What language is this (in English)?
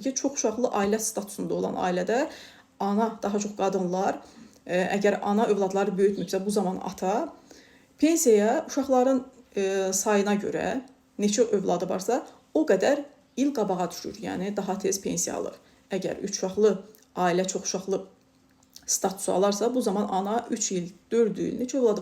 Azerbaijani